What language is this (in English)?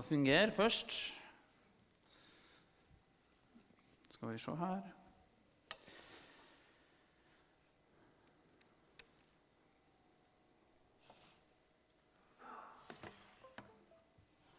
Norwegian